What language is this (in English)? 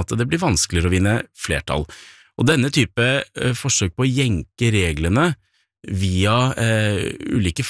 Norwegian